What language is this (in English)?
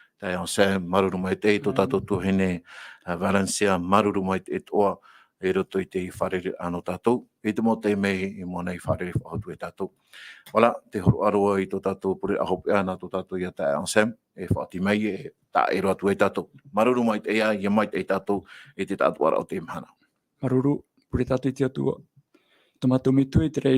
Tahitian